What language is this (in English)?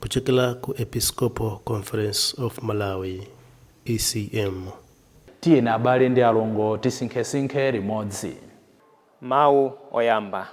Nyanja